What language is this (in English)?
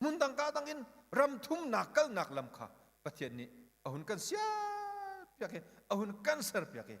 Hakha Chin